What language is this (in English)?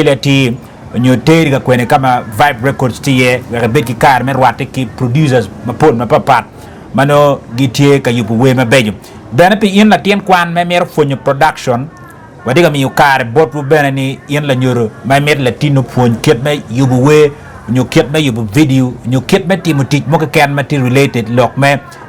Acoli